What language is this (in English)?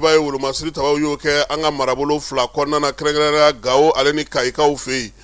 Bambara